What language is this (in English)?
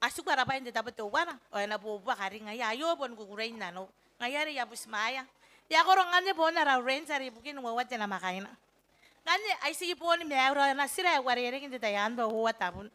Gilbertese